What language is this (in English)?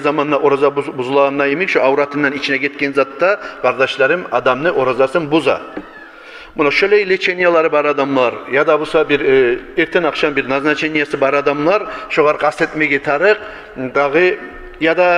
Kumyk